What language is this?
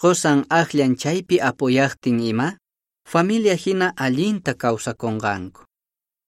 Quechua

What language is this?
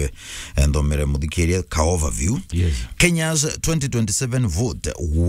Meru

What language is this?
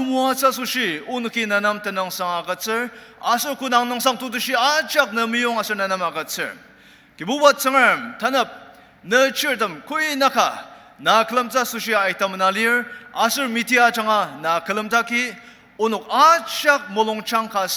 Ao Naga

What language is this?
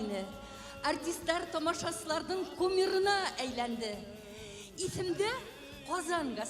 Bashkir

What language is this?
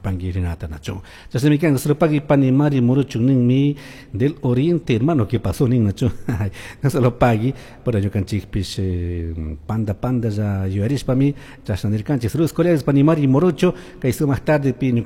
Chimborazo Highland Quichua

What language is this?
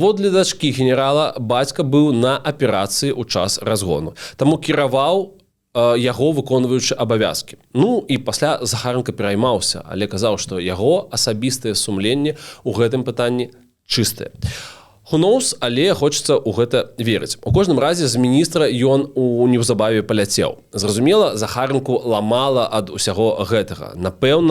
Belarusian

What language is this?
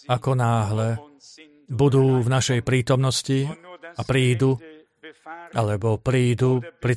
Slovak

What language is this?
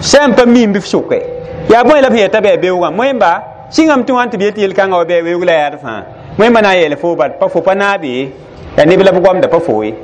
Mossi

